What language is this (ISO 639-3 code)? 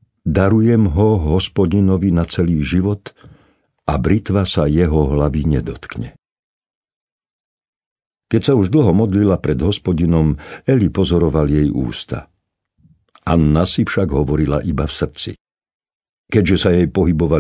slk